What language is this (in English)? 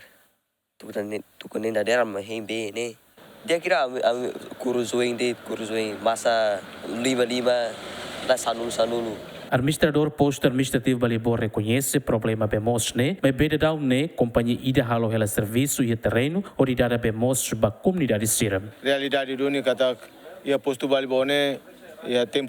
Tetum